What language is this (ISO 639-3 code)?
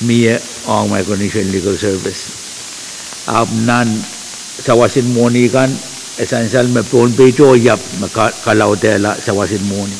pon